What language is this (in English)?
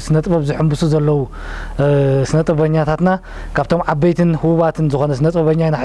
Tigrinya